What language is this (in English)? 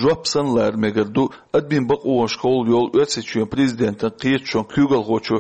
Chechen